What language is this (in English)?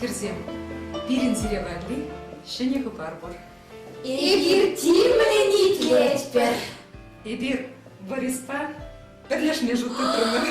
Chuvash